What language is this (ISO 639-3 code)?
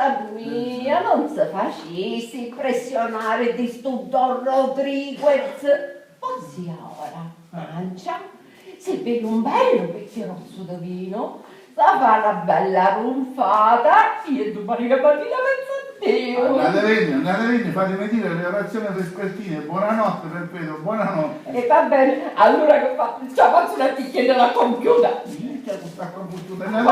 scn